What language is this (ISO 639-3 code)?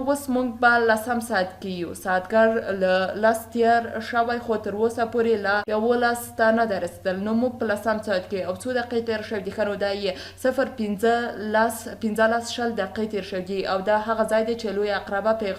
pus